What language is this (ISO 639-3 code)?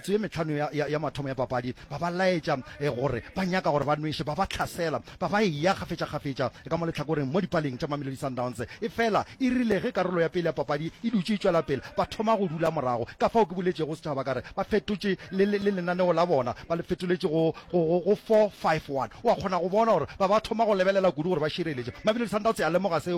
nso